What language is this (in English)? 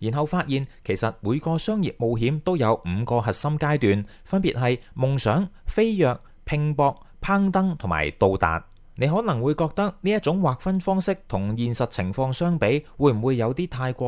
Cantonese